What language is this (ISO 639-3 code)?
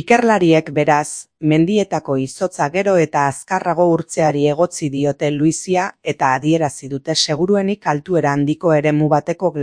eus